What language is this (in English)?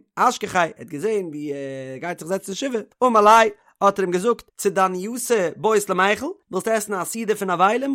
Yiddish